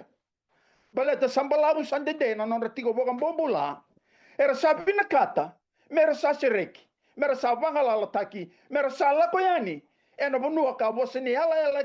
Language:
Fijian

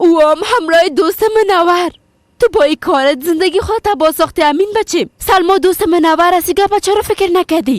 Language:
Persian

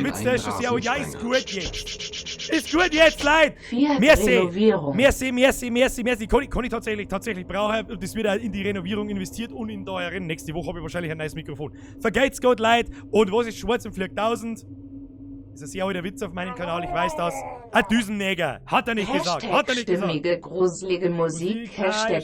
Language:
Bavarian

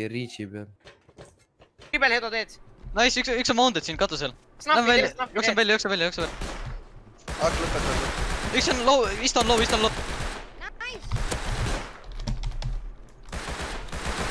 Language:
Estonian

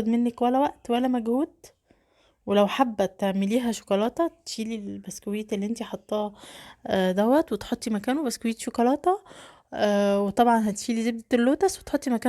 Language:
Egyptian Arabic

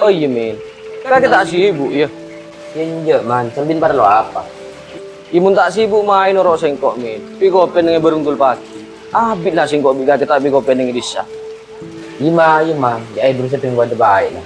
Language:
Madurese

